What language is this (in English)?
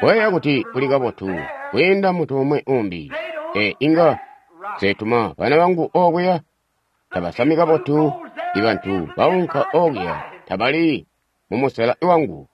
Tonga (Zambia)